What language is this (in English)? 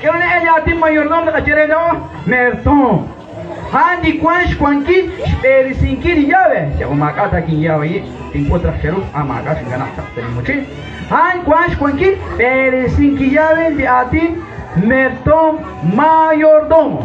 Kekchí